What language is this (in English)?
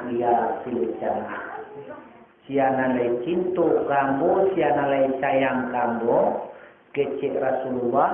Minangkabau